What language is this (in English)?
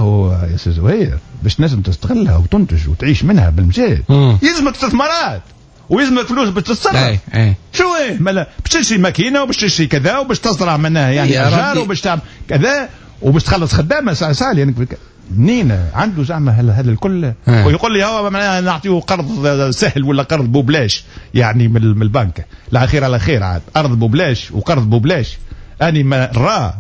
Tunisian Arabic